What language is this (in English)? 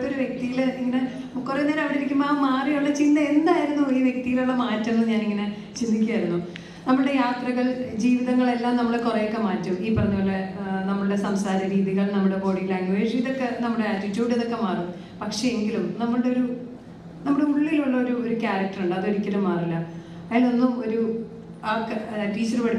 Malayalam